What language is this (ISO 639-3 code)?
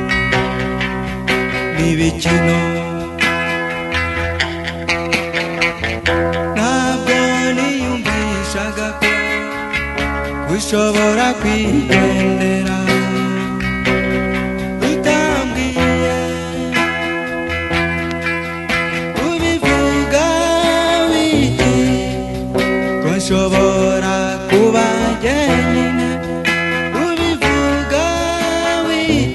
kin